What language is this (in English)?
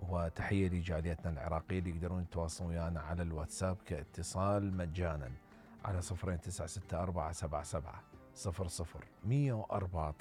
Mesopotamian Arabic